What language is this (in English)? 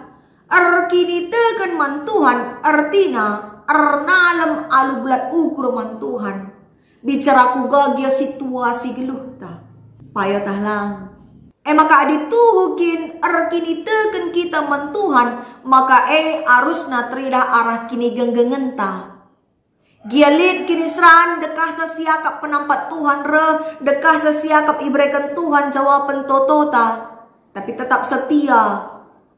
Batak Karo